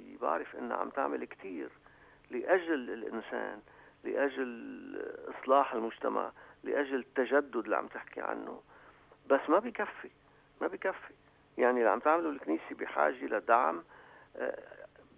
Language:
North Levantine Arabic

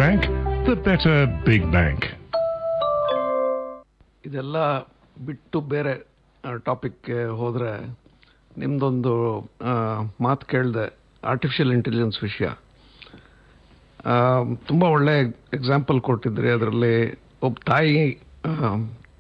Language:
Kannada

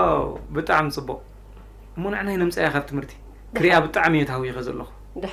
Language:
Tigrinya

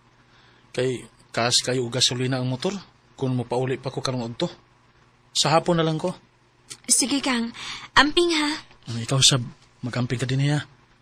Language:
Cebuano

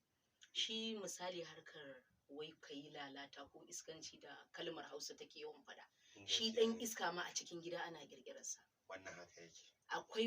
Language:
Hausa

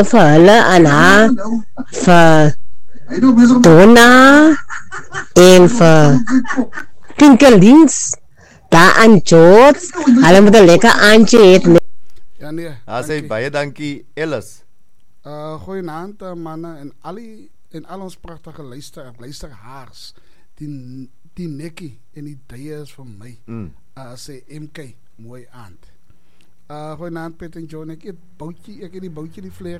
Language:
Afrikaans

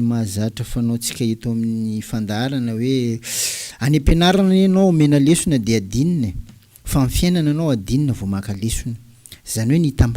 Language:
Malagasy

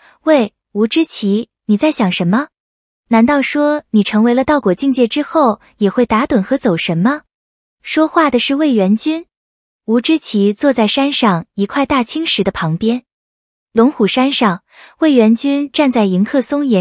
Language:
Chinese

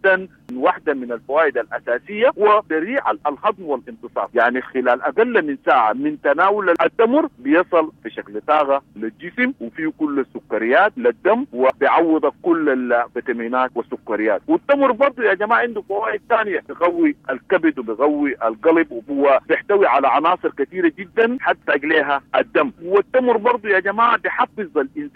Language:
Sudanese Arabic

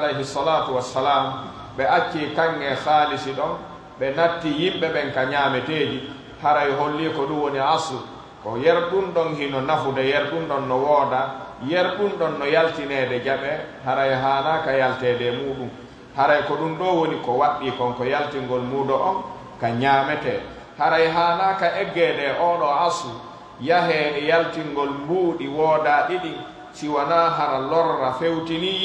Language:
Pular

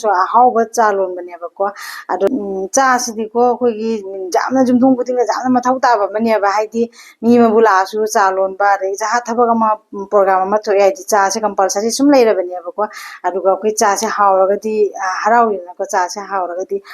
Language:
Manipuri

